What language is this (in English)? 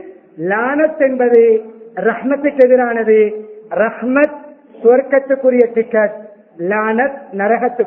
Tamil